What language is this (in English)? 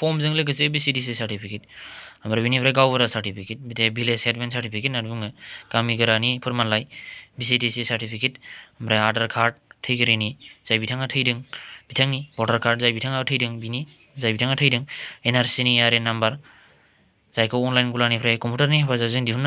Bodo